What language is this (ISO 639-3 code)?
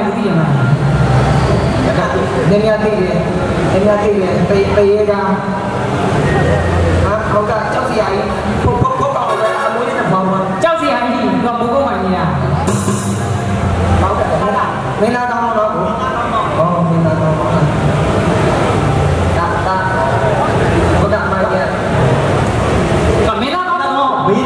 mya